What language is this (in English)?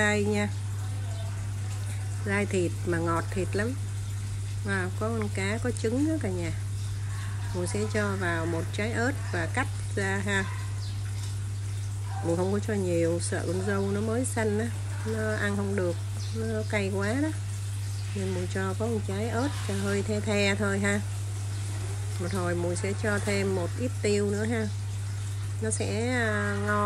Vietnamese